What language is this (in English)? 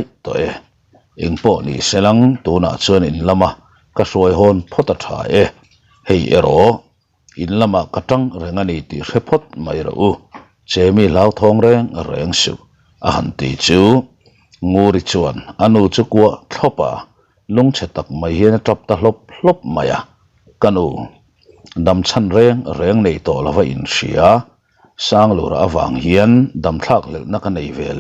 Mizo